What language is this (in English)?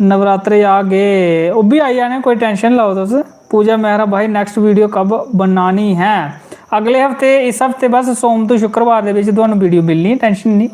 Dogri